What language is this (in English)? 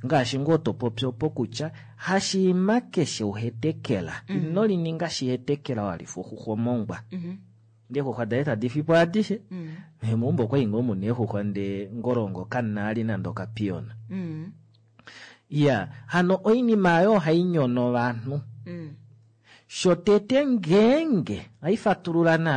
Kuanyama